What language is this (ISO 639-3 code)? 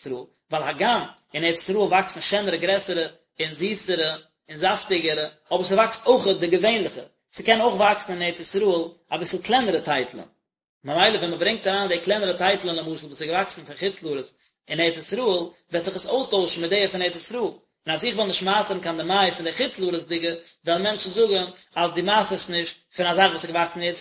yid